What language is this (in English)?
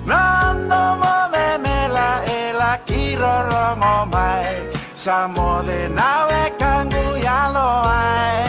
Fijian